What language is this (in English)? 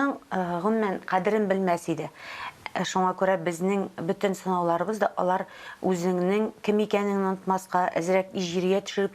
Tatar